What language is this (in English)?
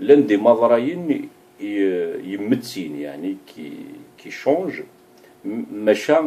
Kabyle